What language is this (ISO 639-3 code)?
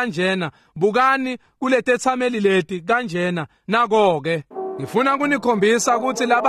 ssw